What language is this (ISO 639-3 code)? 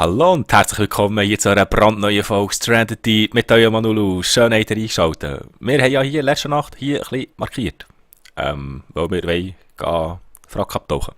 gsw